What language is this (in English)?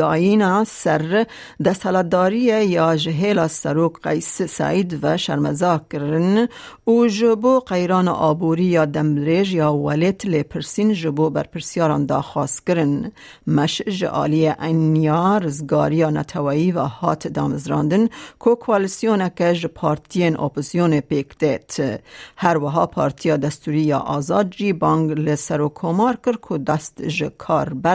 Kurdish